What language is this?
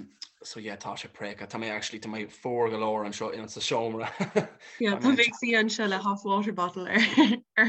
Irish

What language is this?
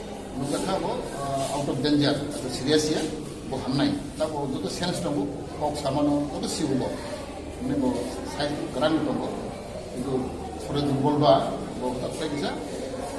Kok Borok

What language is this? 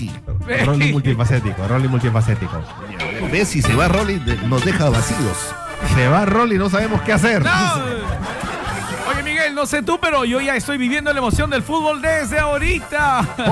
Spanish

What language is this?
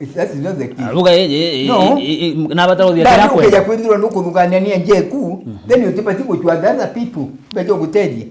Meru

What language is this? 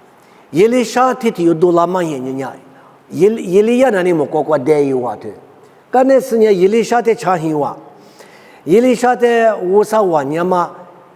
Lisu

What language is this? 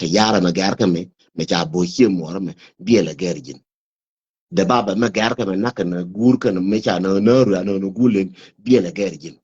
Nuer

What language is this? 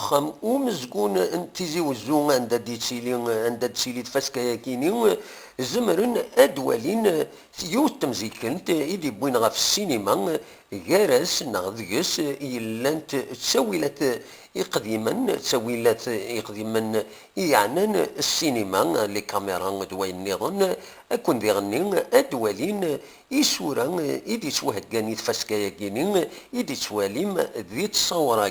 Kabyle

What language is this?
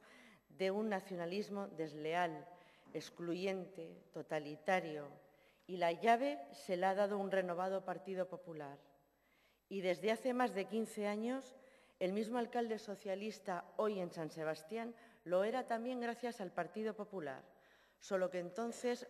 Spanish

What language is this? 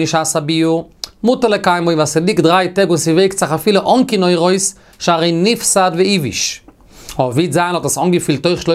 Yiddish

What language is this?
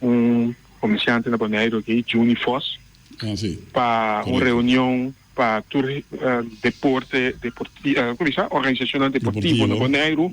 Papiamento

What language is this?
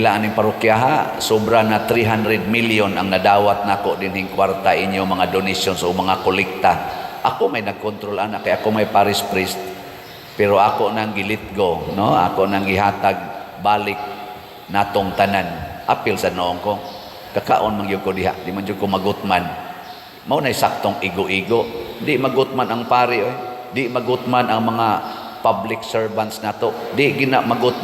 Cebuano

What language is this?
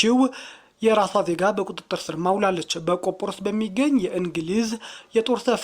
Amharic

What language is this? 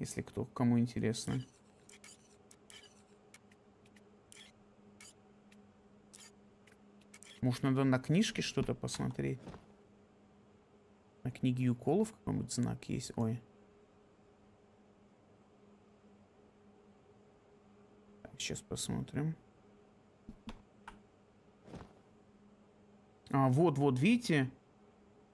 Russian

